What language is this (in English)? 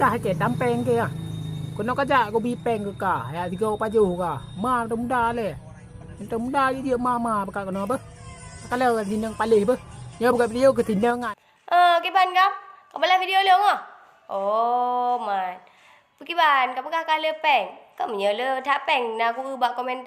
Achinese